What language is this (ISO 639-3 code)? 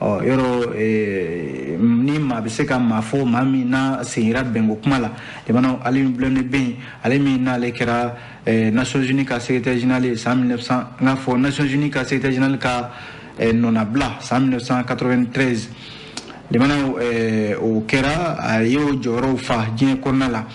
bam